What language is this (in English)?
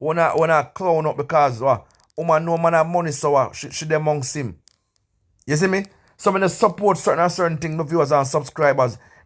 Jamaican Creole English